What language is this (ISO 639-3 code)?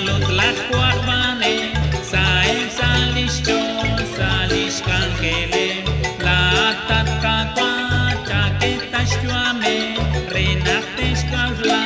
kek